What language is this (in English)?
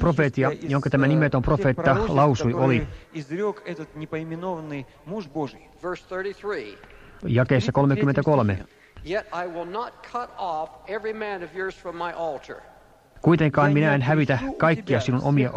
Finnish